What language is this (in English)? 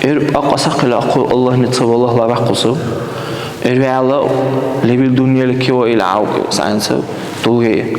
Dargwa